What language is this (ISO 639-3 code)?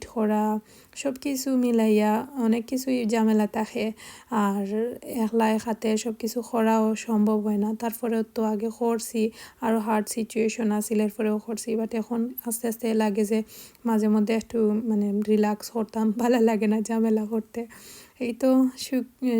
syl